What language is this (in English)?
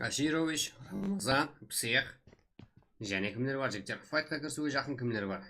Kara-Kalpak